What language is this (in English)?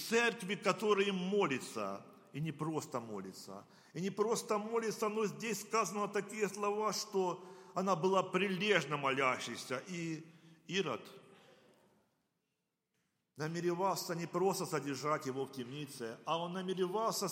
Russian